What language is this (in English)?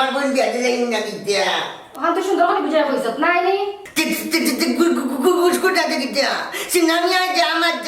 Sylheti